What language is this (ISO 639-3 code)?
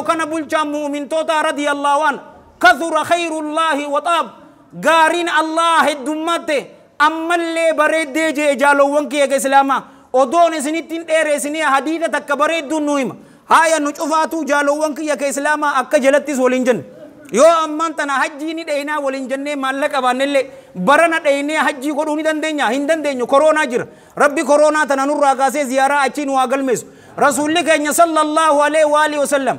orm